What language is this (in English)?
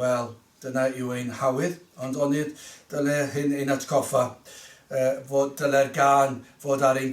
Welsh